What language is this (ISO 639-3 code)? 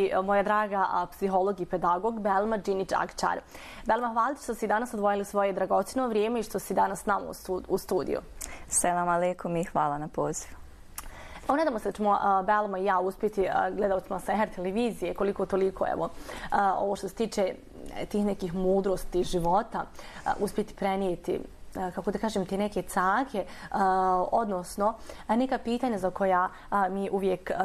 bos